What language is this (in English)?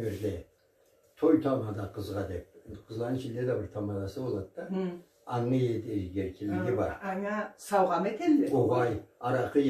Karachay-Balkar